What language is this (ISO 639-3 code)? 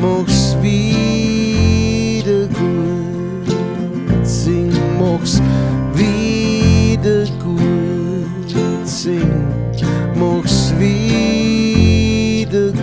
bar